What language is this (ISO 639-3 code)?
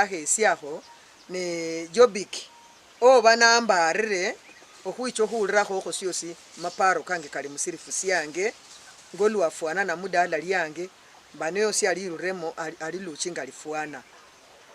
luy